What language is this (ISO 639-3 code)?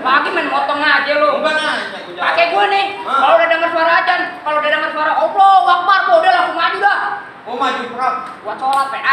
bew